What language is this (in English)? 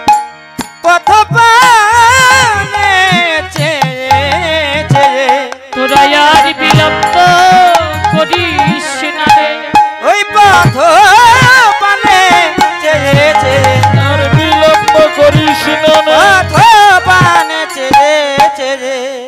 Bangla